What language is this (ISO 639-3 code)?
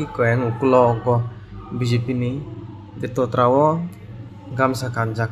trp